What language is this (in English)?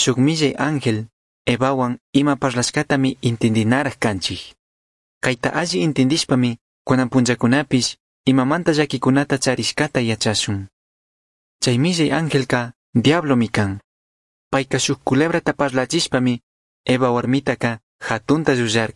Chimborazo Highland Quichua